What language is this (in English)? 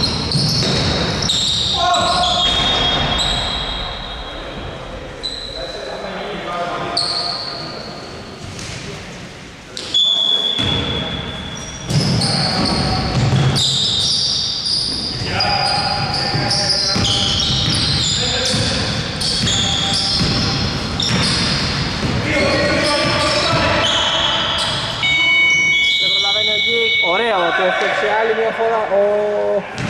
Greek